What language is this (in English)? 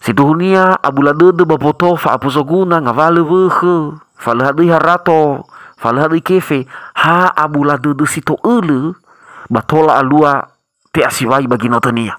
Nias